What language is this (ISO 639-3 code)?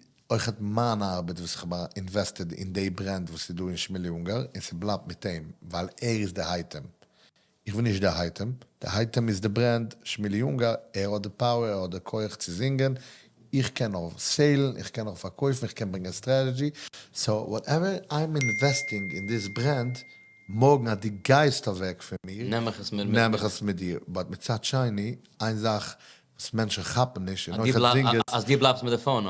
yid